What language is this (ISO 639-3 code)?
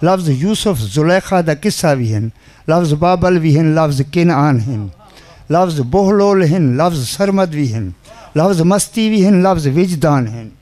skr